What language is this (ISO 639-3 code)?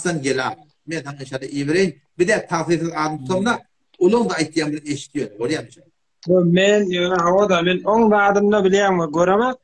tuk